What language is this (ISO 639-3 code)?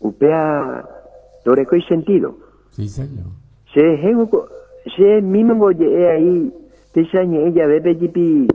grn